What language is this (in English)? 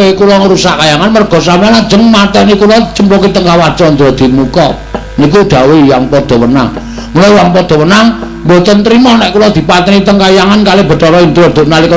Javanese